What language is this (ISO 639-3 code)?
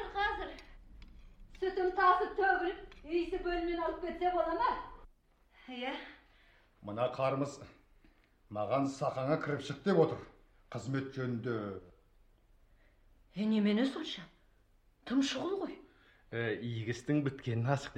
kaz